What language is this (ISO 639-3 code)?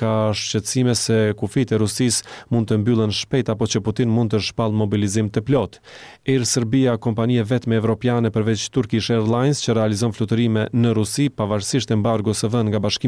sqi